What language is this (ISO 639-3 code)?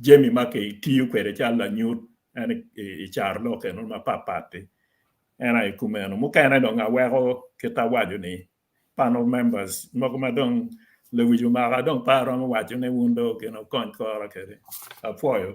ach